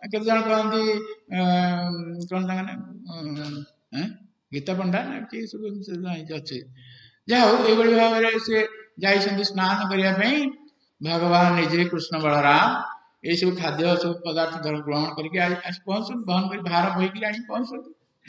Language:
Odia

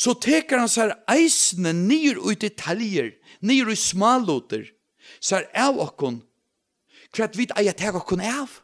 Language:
Faroese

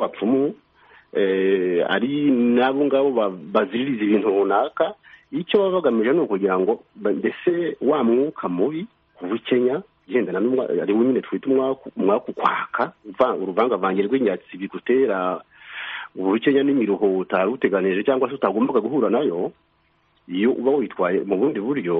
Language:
Kinyarwanda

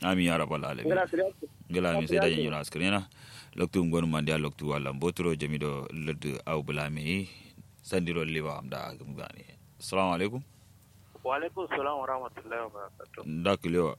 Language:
Kanuri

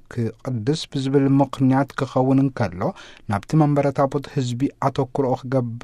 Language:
Tigrinya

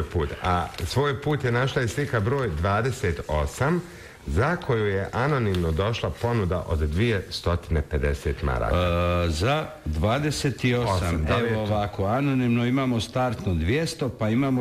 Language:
Bosnian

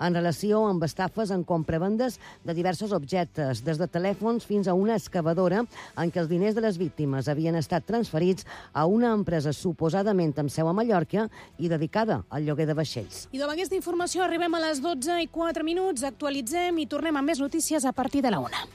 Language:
Catalan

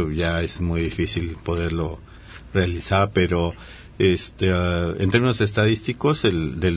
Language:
Spanish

